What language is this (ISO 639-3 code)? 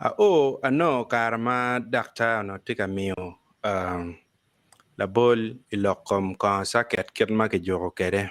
ach